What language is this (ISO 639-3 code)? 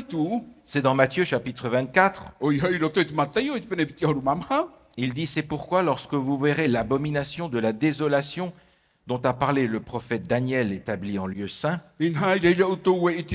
tah